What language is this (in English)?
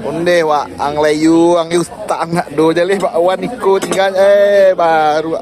Minangkabau